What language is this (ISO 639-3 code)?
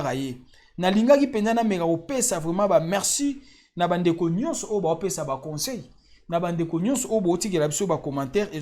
lin